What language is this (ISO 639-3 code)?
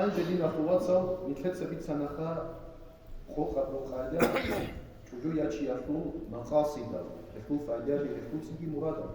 ava